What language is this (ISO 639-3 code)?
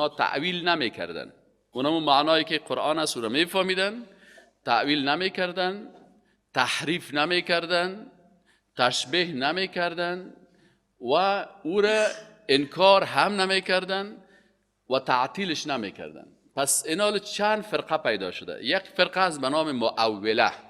fas